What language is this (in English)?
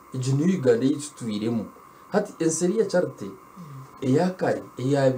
Nyankole